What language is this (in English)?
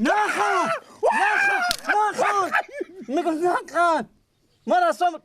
Persian